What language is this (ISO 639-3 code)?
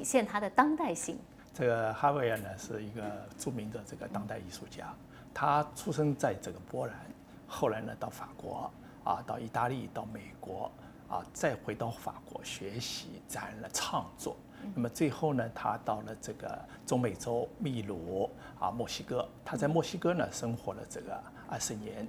zho